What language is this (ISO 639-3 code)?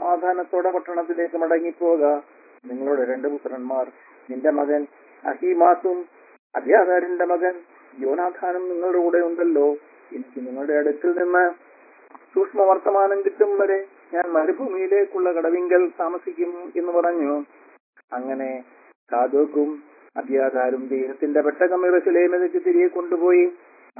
mal